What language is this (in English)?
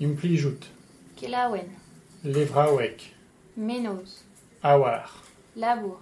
Breton